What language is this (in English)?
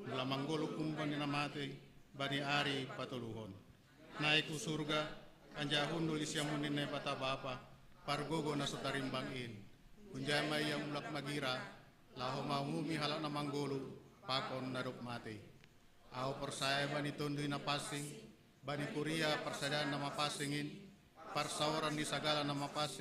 Batak Simalungun